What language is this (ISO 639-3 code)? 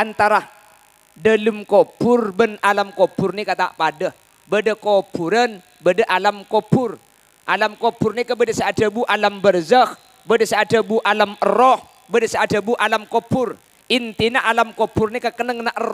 mad